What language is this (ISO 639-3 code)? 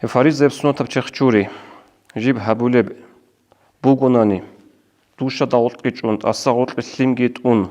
ava